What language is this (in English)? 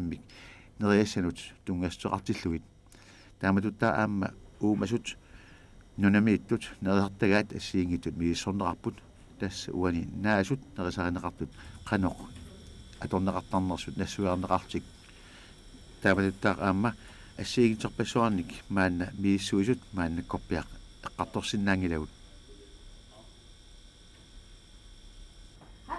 Kalaallisut